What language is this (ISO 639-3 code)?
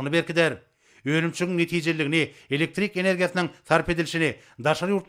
tuk